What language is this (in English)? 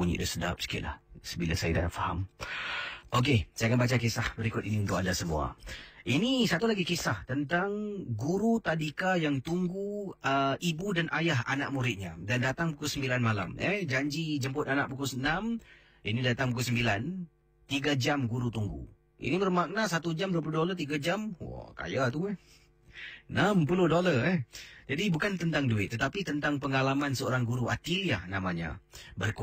Malay